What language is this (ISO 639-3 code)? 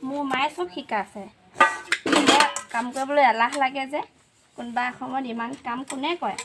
asm